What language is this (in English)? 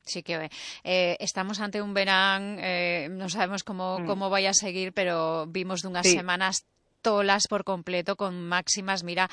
Galician